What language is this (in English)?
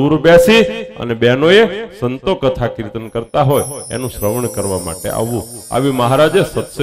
Gujarati